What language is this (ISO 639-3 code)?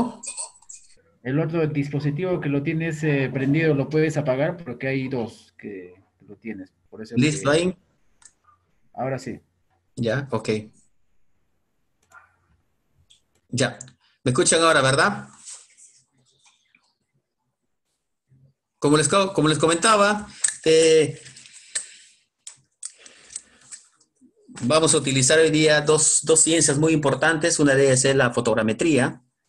spa